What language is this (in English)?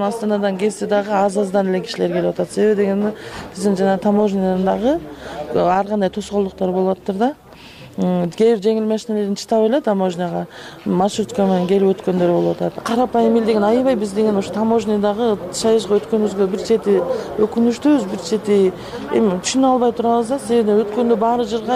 Kyrgyz